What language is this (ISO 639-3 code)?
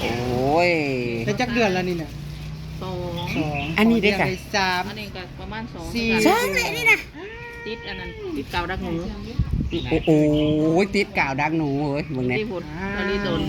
tts